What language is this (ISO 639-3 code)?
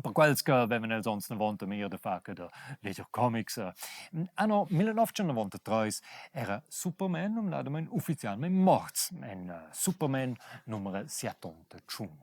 roh